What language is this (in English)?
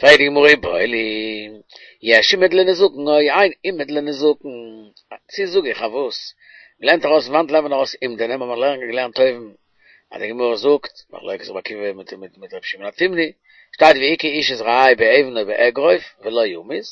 Yiddish